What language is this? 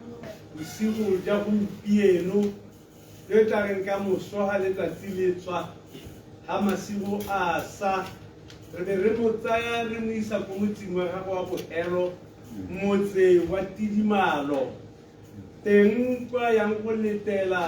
Tswana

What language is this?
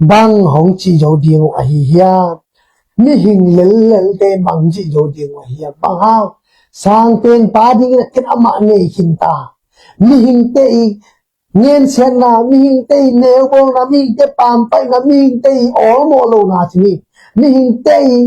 Tedim Chin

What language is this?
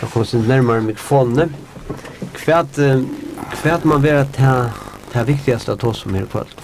Faroese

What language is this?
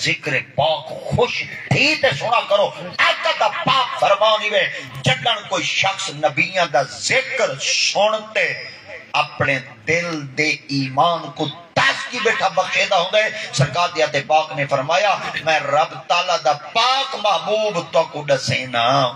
Saraiki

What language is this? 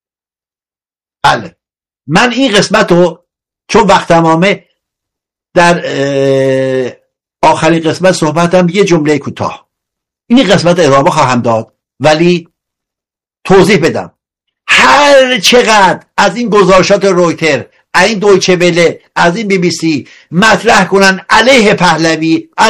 Persian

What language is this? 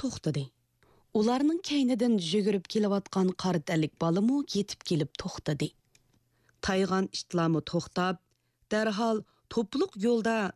Uyghur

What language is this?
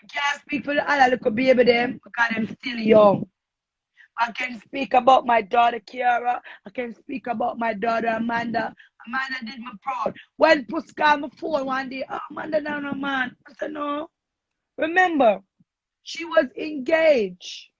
Jamaican Creole English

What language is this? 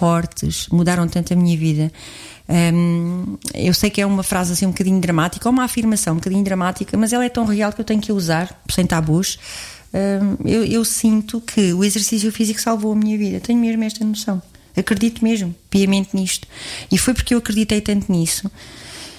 Portuguese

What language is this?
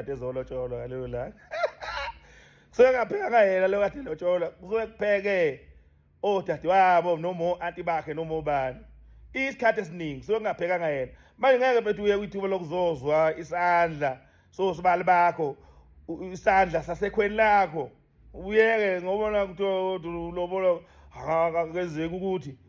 Zulu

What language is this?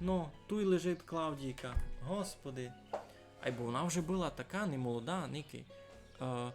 Rusyn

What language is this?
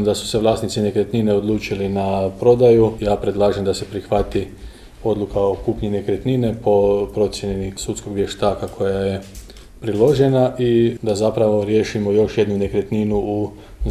Croatian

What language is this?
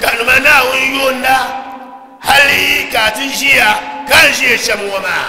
Dagbani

